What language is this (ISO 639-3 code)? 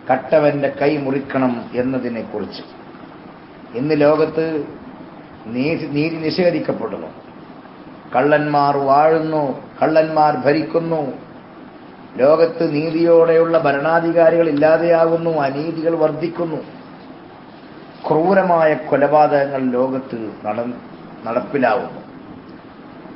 mal